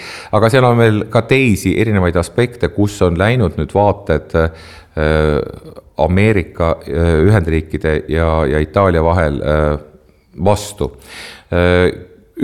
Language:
Estonian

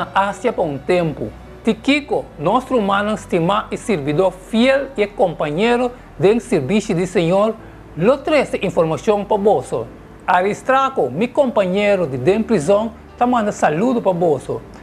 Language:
Papiamento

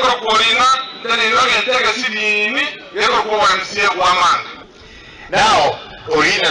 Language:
Gusii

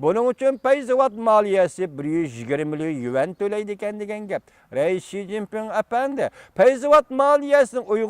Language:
Uyghur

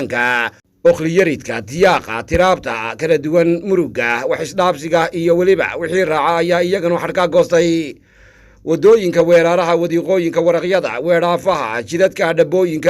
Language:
Somali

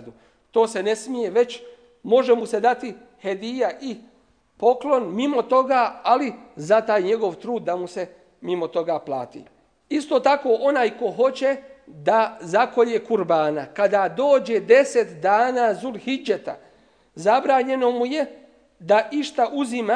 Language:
Bosnian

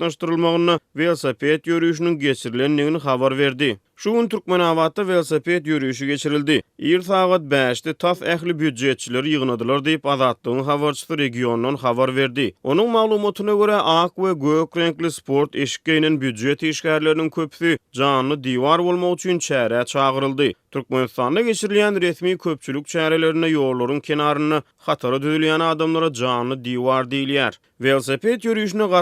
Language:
Turkmen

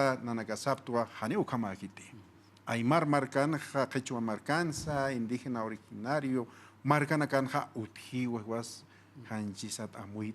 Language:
Aymara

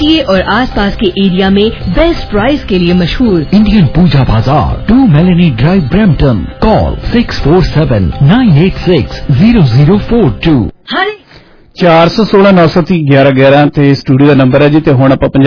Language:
Punjabi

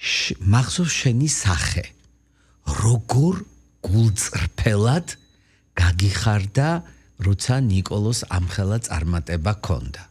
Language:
Georgian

